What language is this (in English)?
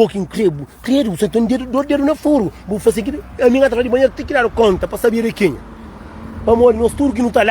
Kabuverdianu